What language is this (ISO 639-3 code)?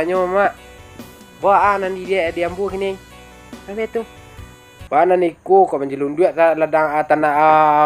min